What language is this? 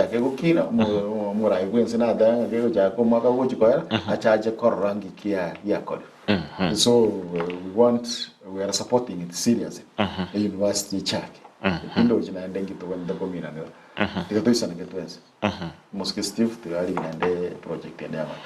Gusii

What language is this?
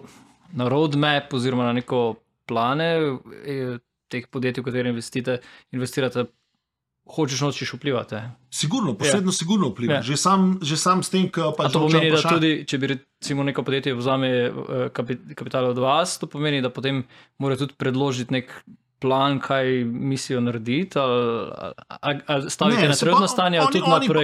Slovenian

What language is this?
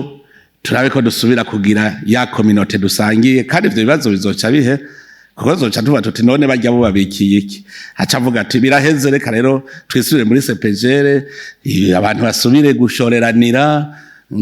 Rundi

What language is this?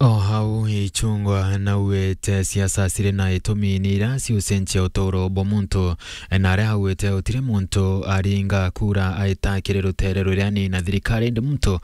Meru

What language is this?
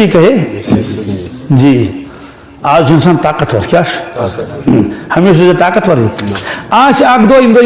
Kashmiri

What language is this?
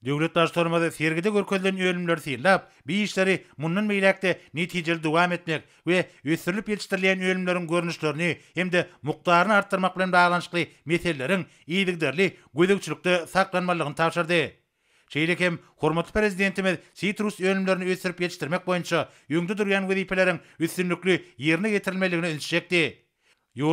Turkmen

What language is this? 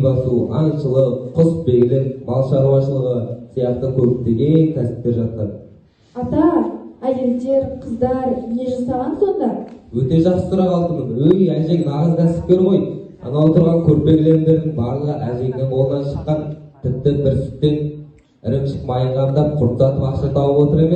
Kazakh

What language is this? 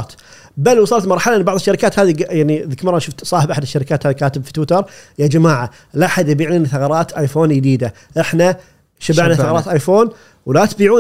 Gulf Arabic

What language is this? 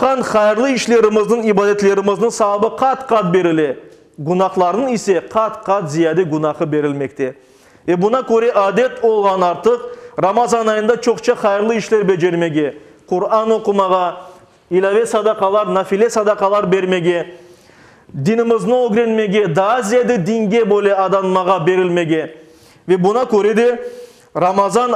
Crimean Tatar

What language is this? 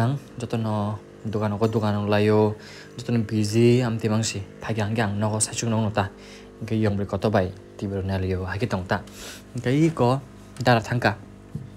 Kok Borok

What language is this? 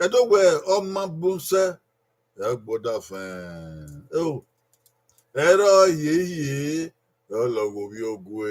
Bini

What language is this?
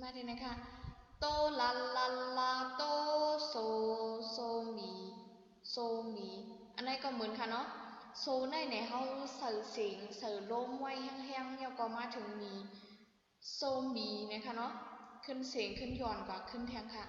Shan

